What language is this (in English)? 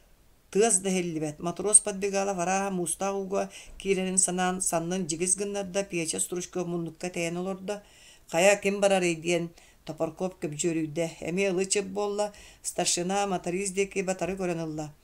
Yakut